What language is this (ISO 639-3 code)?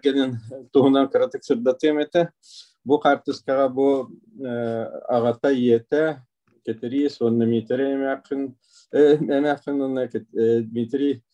sah